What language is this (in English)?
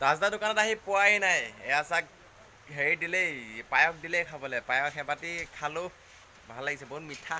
Assamese